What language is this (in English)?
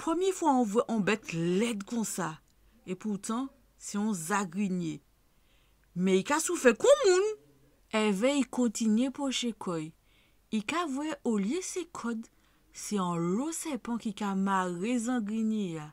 Guadeloupean Creole French